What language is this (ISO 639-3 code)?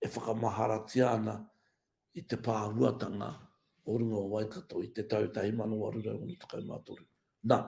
mri